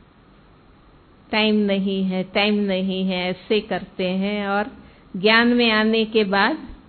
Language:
Hindi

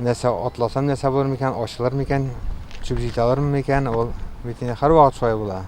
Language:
Tatar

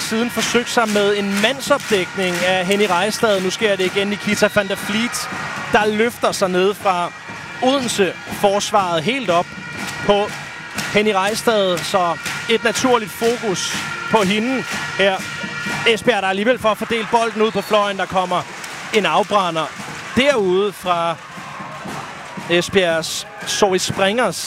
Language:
Danish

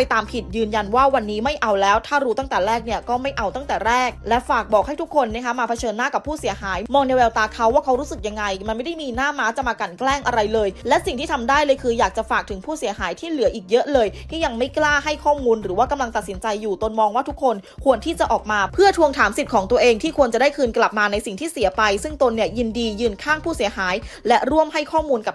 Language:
Thai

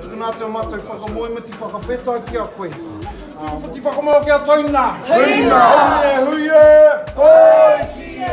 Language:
Māori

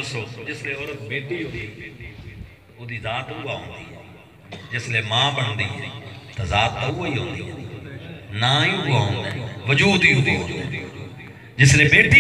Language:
Saraiki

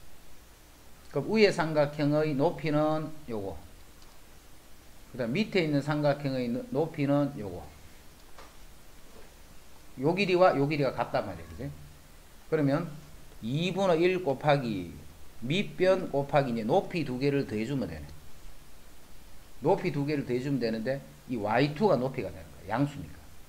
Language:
Korean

